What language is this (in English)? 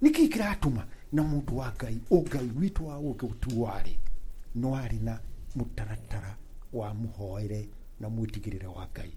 Kikuyu